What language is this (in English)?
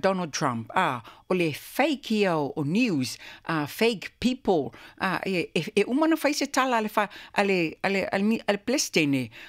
Samoan